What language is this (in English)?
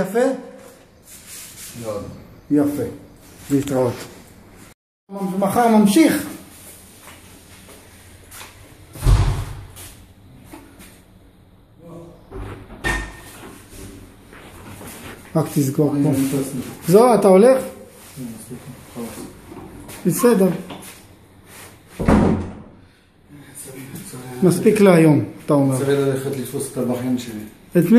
Hebrew